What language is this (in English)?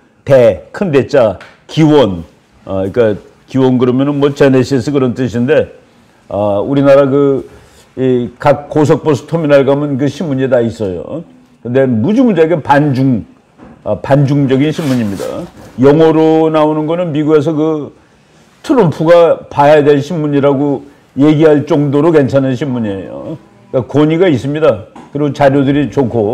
Korean